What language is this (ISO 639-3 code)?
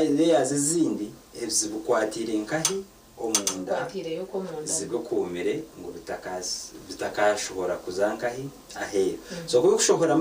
nyn